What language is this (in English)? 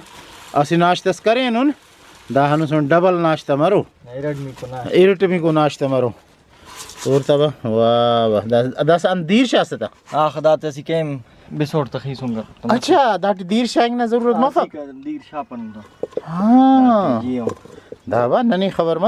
Brahui